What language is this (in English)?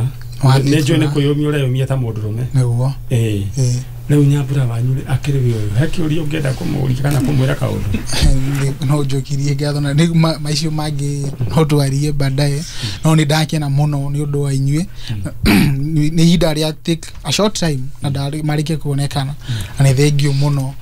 Kikuyu